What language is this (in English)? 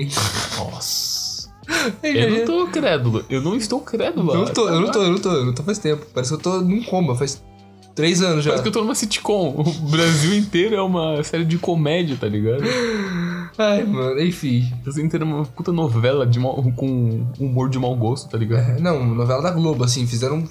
Portuguese